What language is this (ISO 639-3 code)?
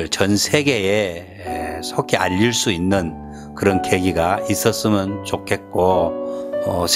kor